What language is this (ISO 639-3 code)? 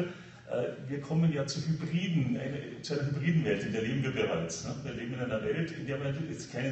deu